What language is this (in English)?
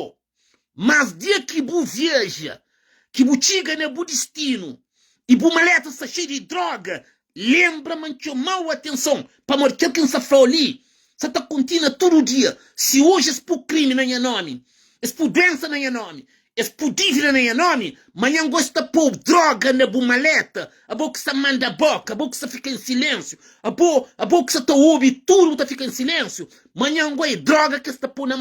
Kabuverdianu